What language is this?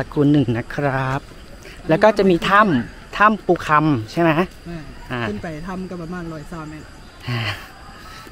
Thai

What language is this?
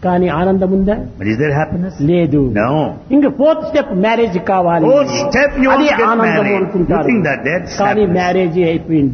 Telugu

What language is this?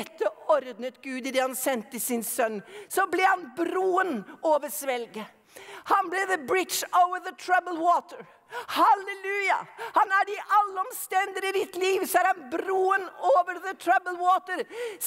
Norwegian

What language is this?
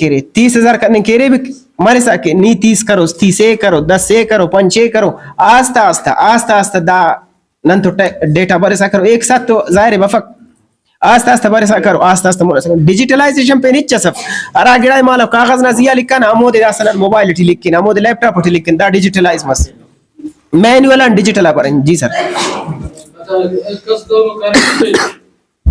Brahui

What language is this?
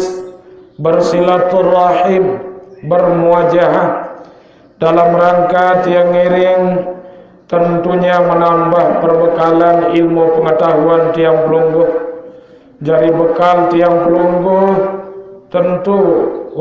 Sasak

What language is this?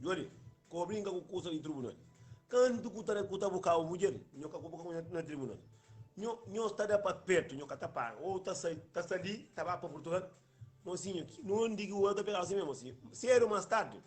Kabuverdianu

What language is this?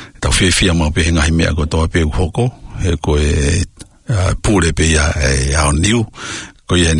Tongan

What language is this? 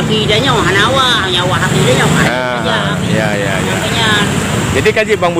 Achinese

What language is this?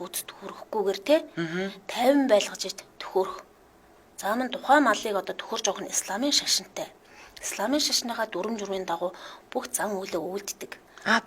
Mongolian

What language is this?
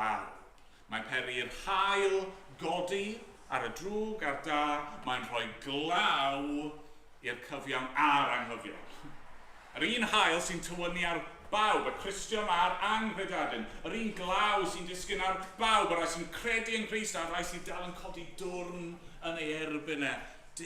Welsh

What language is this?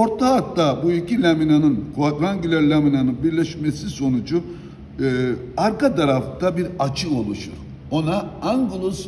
Turkish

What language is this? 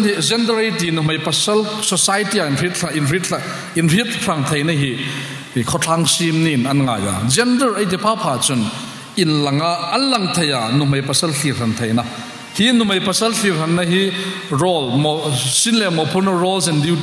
Hmar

